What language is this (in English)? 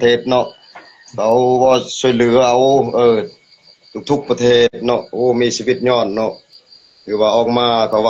Lao